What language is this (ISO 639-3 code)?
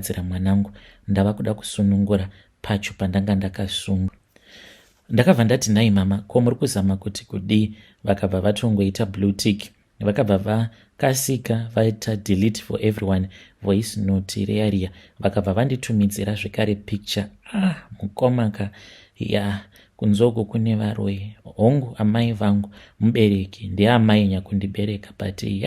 sna